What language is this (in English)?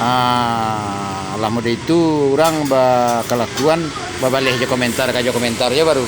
Minangkabau